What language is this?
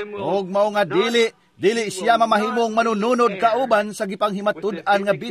Cebuano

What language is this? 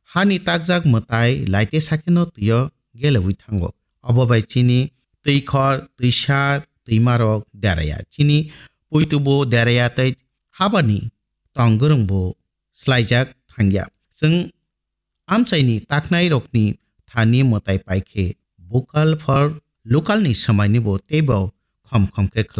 Kok Borok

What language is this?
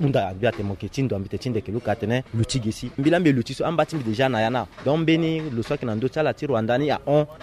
Sango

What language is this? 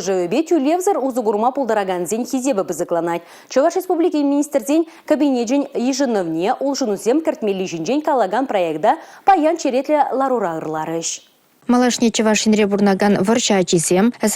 Chuvash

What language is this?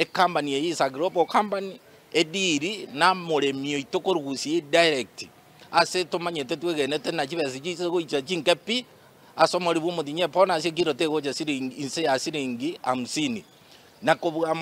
Gusii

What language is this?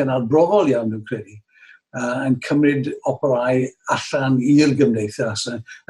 Welsh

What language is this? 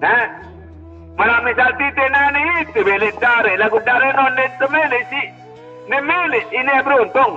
Sasak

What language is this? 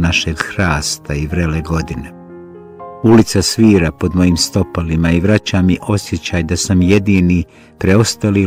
Bosnian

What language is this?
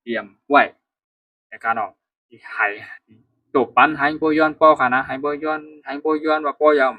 Shan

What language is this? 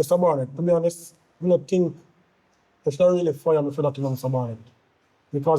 Jamaican Creole English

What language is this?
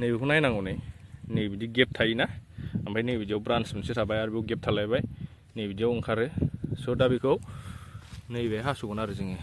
Bodo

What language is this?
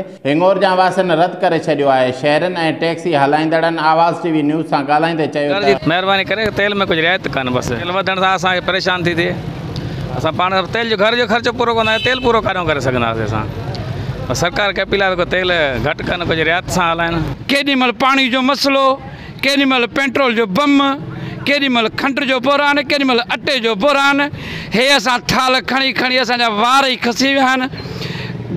Sindhi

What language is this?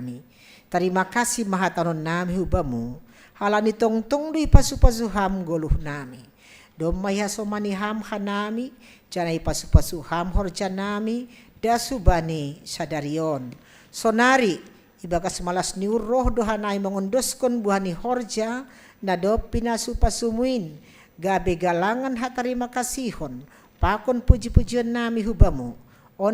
Batak Simalungun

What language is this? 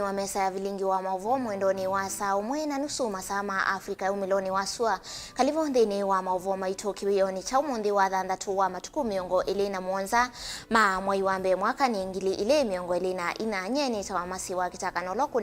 Kamba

